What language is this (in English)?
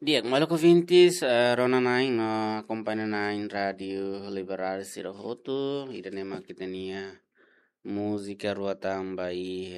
Tetum